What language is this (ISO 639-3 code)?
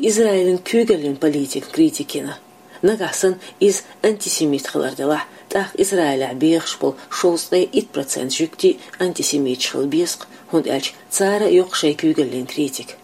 che